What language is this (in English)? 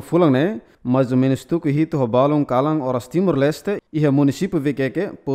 Tetum